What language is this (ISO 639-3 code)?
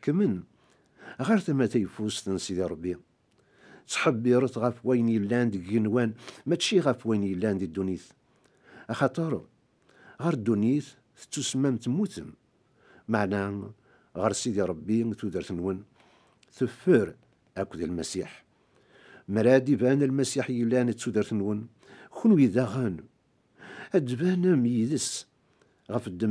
kab